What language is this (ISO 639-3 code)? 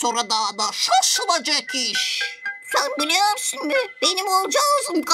gag